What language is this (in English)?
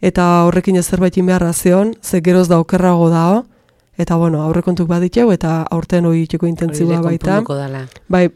Basque